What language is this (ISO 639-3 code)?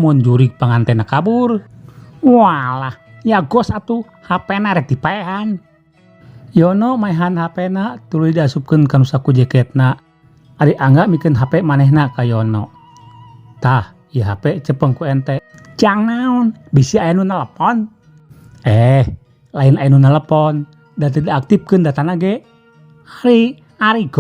sun